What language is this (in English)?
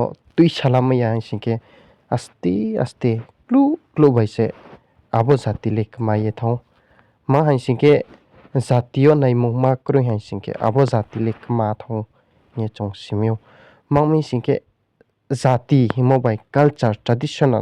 Riang (India)